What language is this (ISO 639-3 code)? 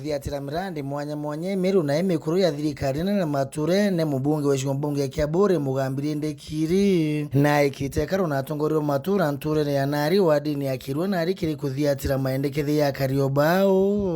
mer